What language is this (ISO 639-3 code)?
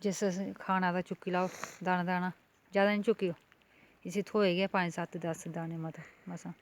doi